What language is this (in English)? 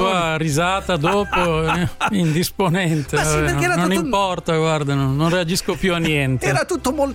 Italian